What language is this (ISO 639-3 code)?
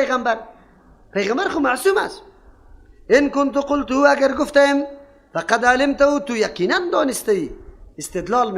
fas